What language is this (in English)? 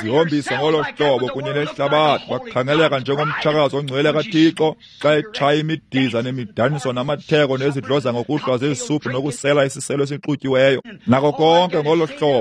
Xhosa